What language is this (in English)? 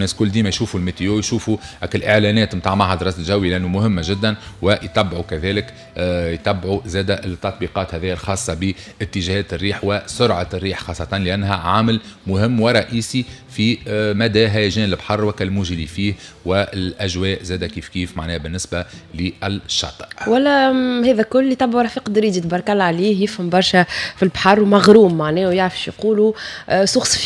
Tunisian Arabic